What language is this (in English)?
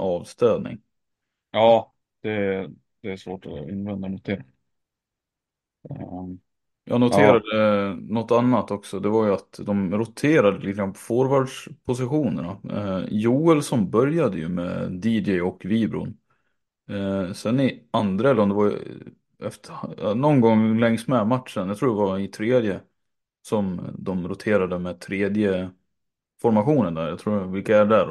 Swedish